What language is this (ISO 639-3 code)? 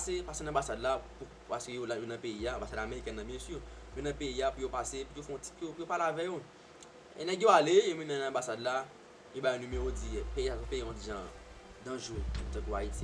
hat